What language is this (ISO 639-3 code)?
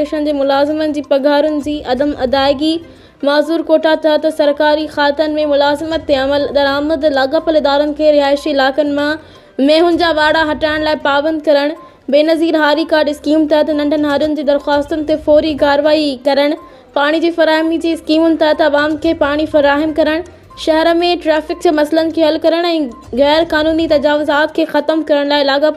snd